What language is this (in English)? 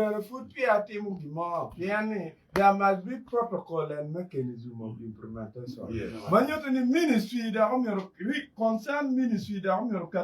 Acoli